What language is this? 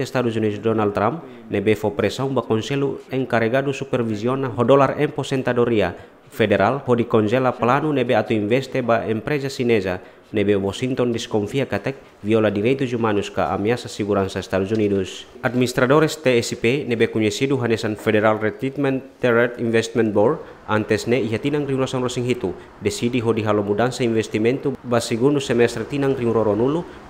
Tetum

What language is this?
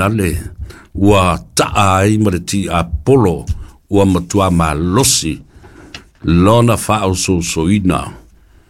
Samoan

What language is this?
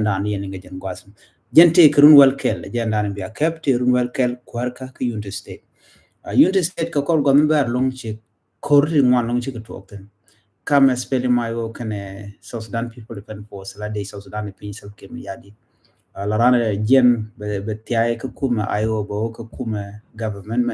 Nuer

